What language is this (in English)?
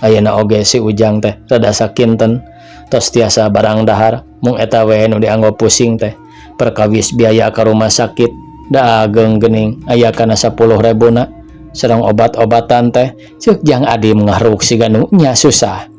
Sundanese